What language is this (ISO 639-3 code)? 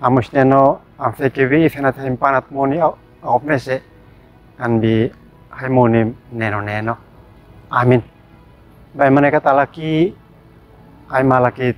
aoz